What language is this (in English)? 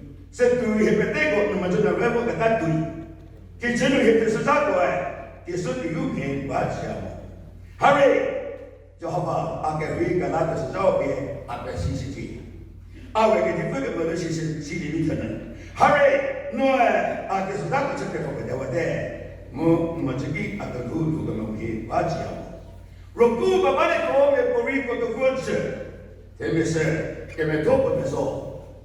Chokri Naga